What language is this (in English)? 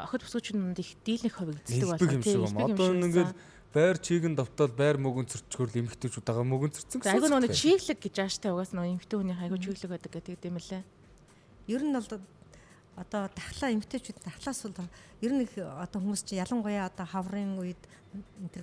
Mongolian